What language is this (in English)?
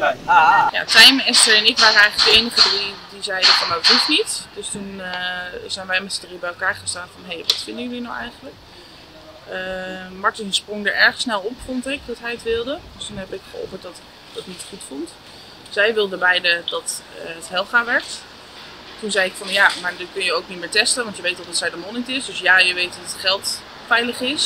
Dutch